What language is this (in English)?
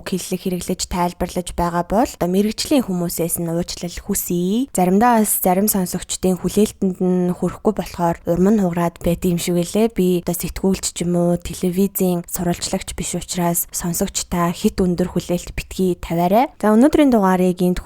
Mongolian